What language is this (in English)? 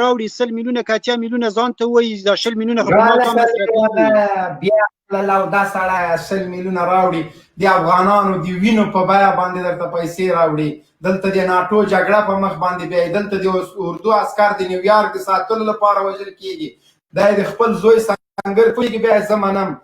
Pashto